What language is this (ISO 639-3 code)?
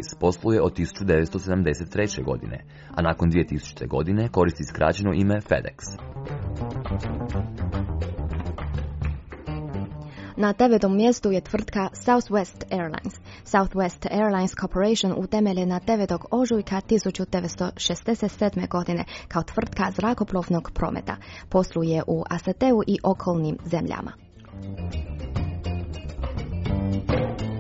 hrv